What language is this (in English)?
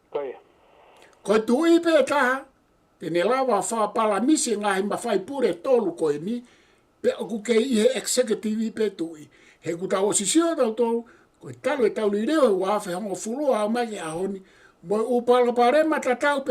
Tongan